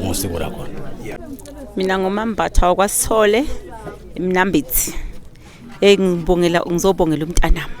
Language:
Zulu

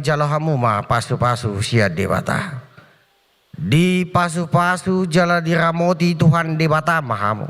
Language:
Batak Toba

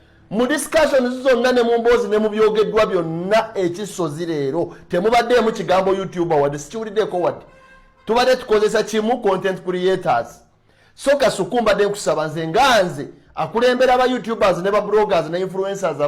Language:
Ganda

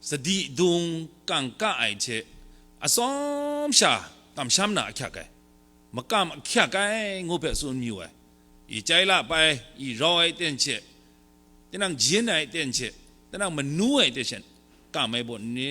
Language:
Kachin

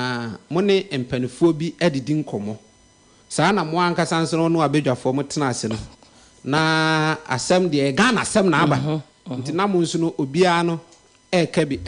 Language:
Akan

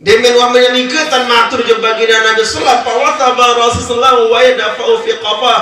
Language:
Sasak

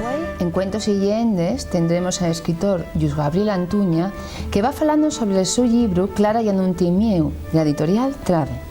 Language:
Asturian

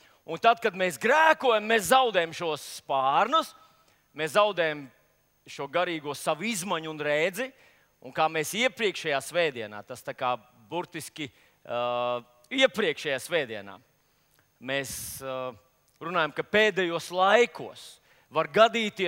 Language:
Latvian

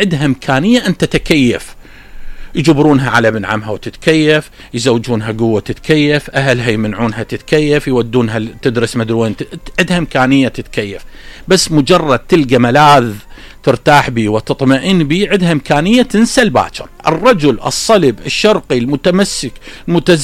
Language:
Mesopotamian Arabic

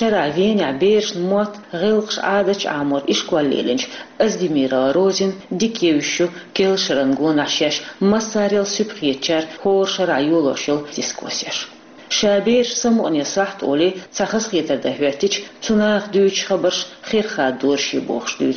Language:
Chechen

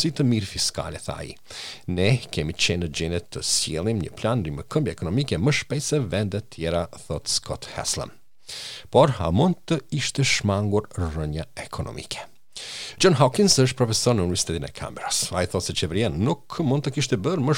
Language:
Albanian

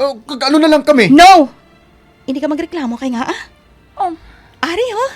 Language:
Hiligaynon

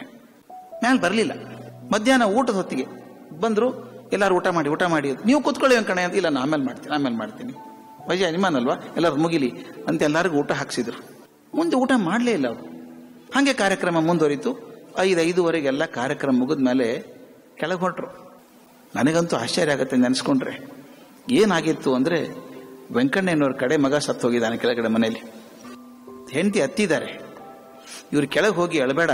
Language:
Kannada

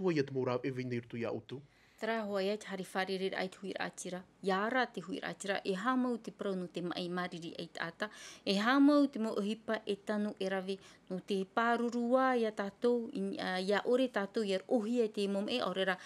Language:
Tahitian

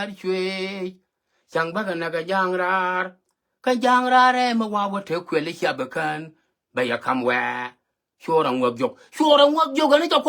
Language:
Nuer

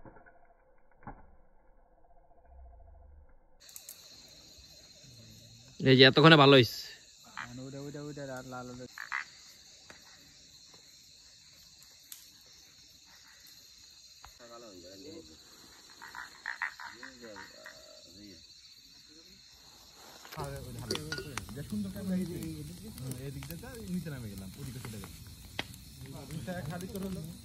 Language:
Bangla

